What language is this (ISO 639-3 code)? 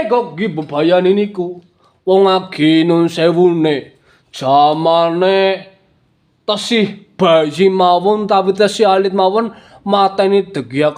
jav